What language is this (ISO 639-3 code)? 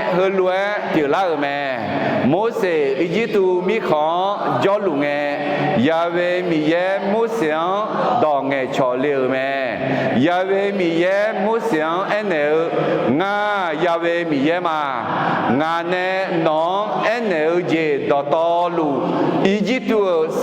ahk